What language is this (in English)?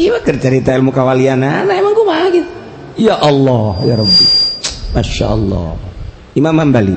Sundanese